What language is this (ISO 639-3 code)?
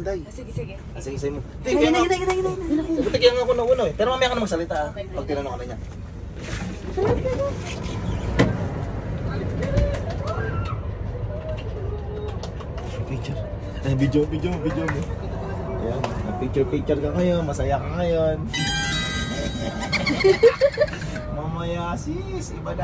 fil